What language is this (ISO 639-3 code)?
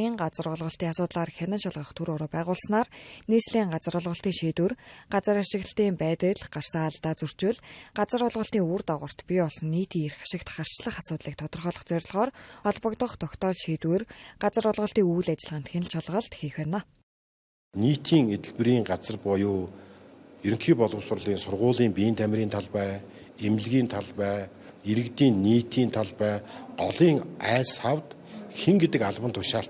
mon